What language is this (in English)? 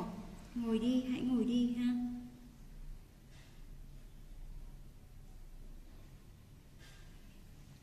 Vietnamese